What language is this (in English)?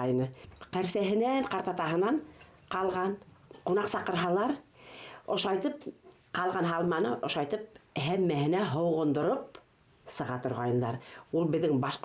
Bashkir